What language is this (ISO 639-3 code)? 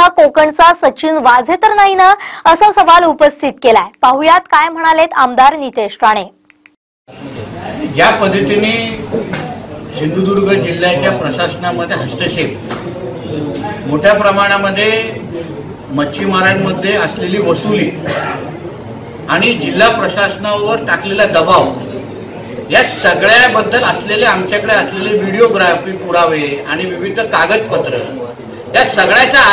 mar